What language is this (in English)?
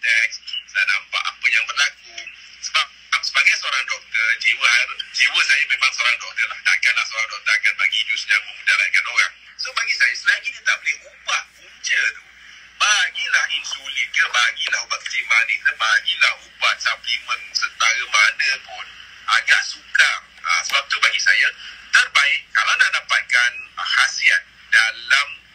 Malay